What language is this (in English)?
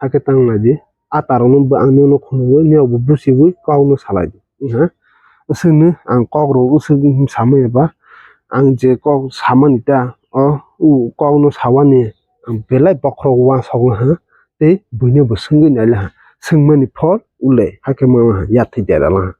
Kok Borok